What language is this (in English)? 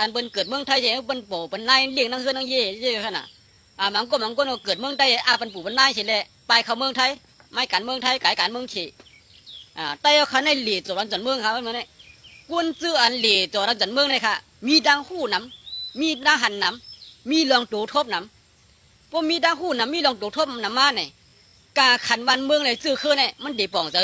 Shan